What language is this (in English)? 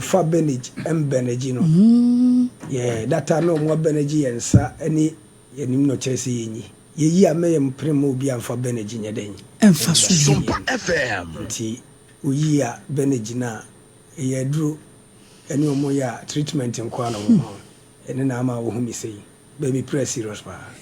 Akan